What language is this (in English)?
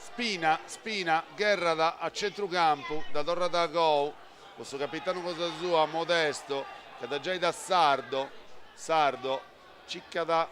Sardinian